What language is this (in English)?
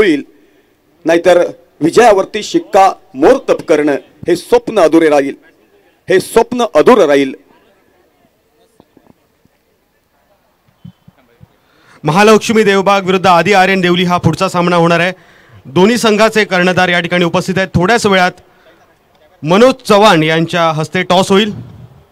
Marathi